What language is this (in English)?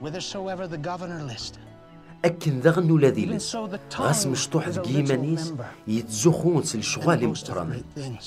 Kabyle